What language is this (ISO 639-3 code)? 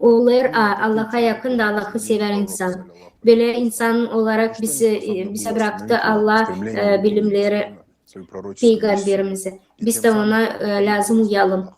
gag